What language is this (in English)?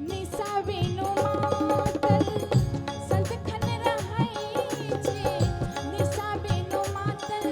Maithili